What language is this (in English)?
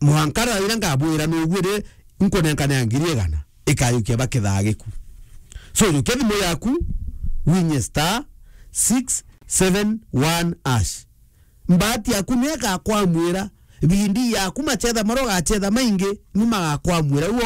Meru